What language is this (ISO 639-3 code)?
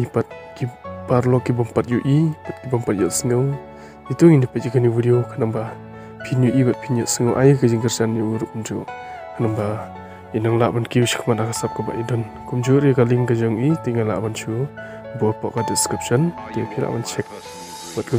kha